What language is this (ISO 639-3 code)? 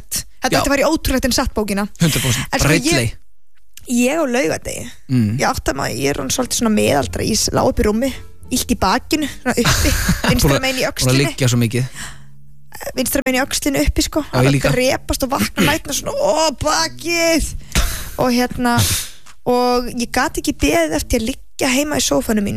isl